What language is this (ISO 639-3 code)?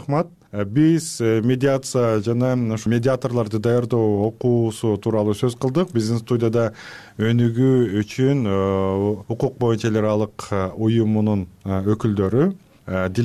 kir